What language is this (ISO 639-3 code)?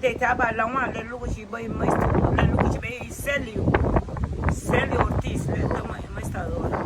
cab